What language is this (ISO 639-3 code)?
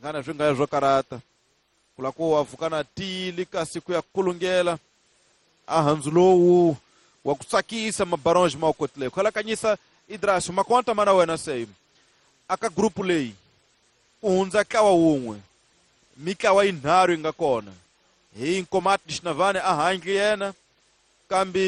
tso